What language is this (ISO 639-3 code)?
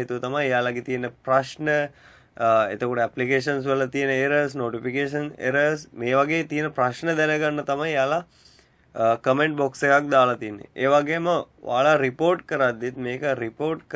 sin